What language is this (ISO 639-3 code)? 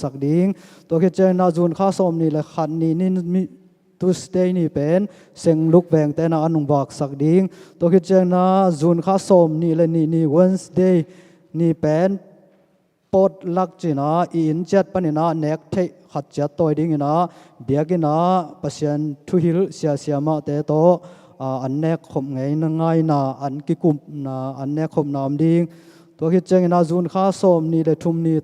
ctd